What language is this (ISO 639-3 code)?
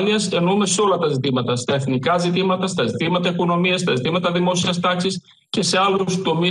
ell